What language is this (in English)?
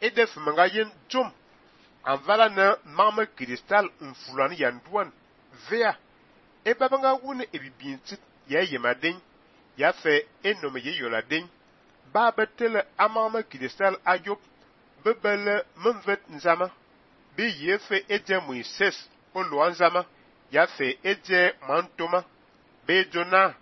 Fang